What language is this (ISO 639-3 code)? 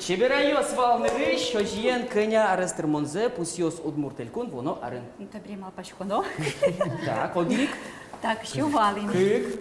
udm